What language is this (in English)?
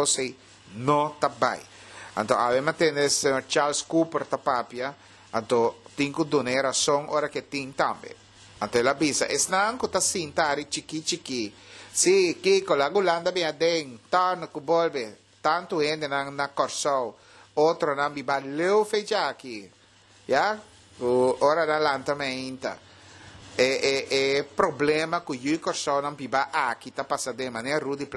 Papiamento